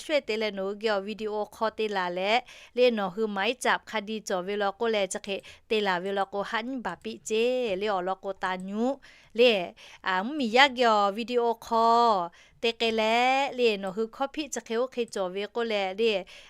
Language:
Lahu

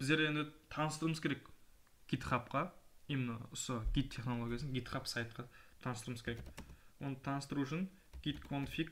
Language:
Kara-Kalpak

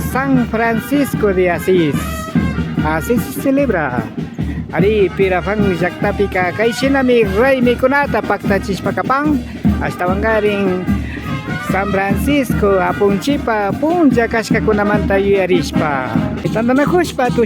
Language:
Imbabura Highland Quichua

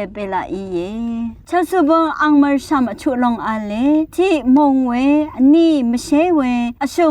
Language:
Rawang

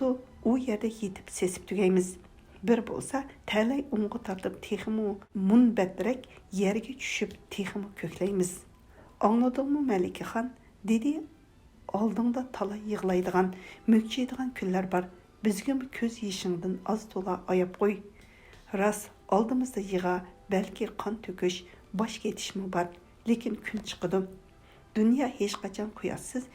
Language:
Uyghur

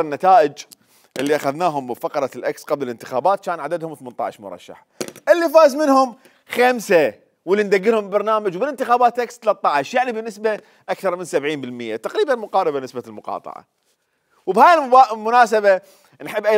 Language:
Mesopotamian Arabic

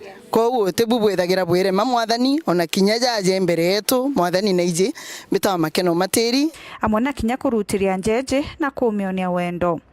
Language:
Meru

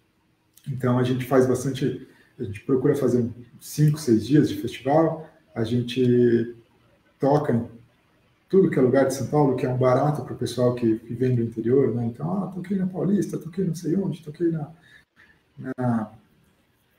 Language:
Portuguese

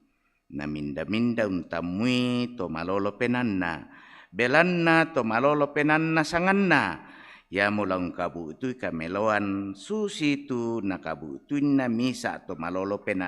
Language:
Toraja-Sa'dan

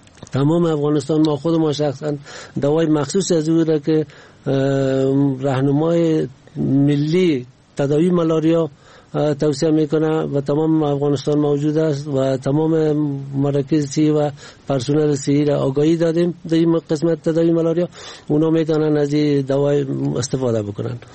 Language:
Persian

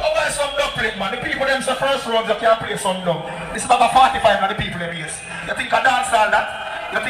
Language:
Jamaican Creole English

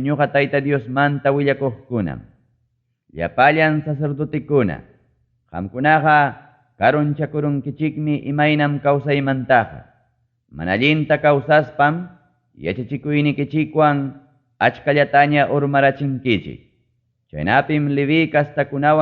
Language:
Ayacucho Quechua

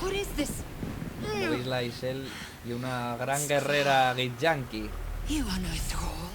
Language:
Asturian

